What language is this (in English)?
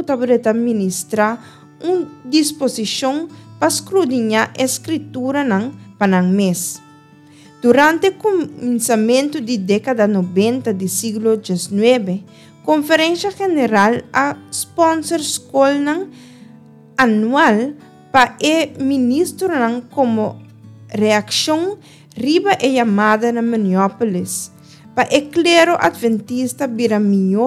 Papiamento